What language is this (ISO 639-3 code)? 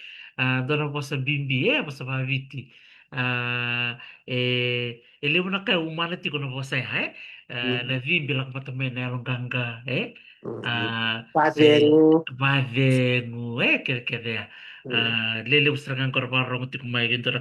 fij